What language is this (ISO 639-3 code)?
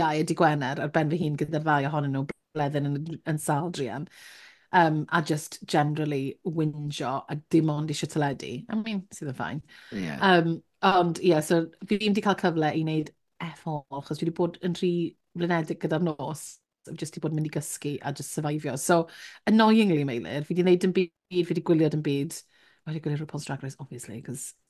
cym